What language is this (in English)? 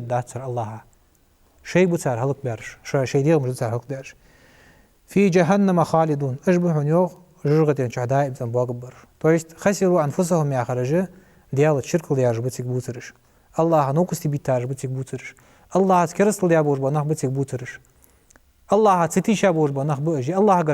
Ingush